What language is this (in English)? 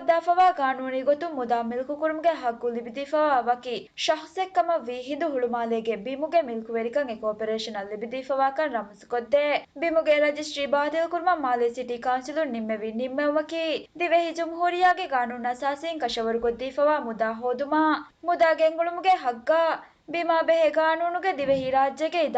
Divehi